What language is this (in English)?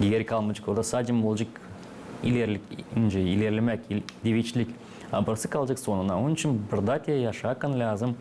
Gagauz